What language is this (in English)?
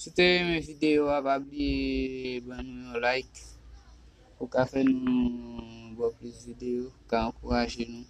Haitian Creole